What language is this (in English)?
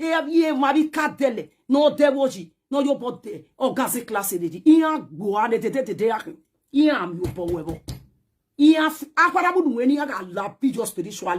Nigerian Pidgin